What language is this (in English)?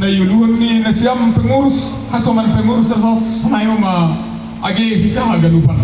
Batak Simalungun